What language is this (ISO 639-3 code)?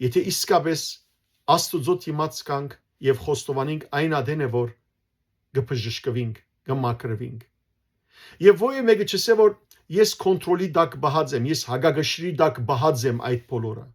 hyw